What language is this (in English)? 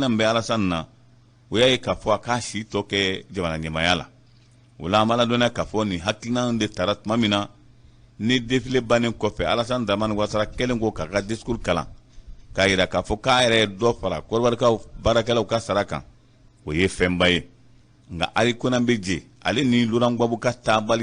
Bambara